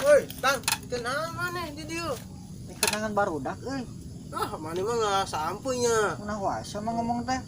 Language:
Sundanese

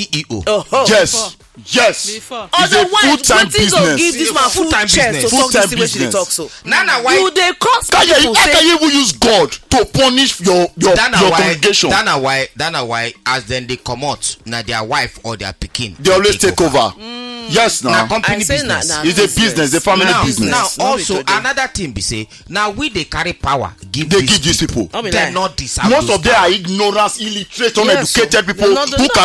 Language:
Nigerian Pidgin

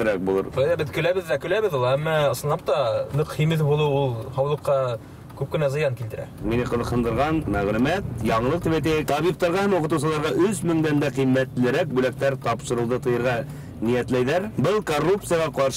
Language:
Bashkir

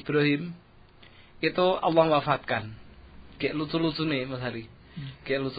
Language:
Indonesian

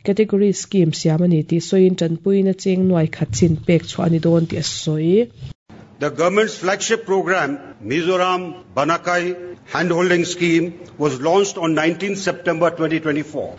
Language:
Mizo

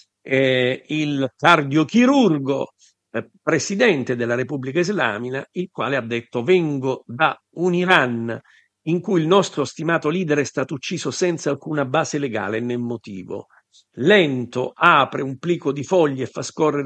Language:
Italian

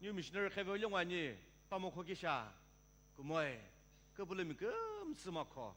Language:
Sumi Naga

